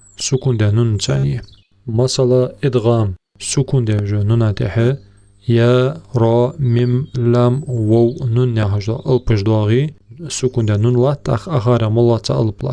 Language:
Ingush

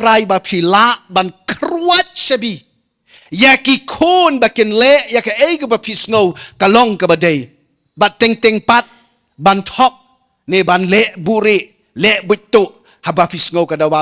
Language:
Khasi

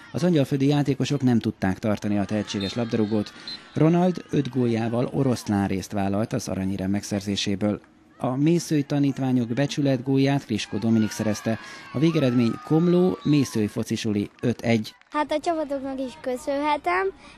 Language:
Hungarian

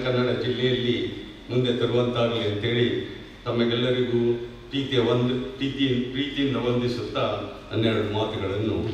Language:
Kannada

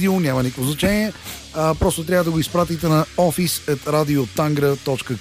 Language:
Bulgarian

